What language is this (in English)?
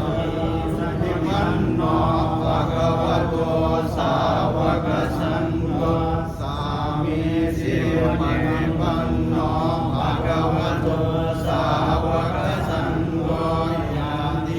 Pali